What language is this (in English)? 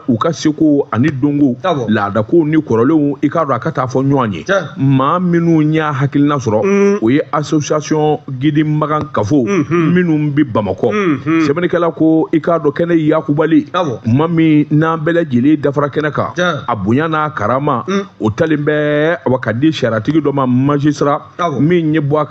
Bambara